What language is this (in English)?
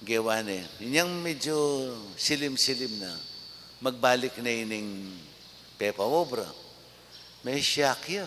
Pampanga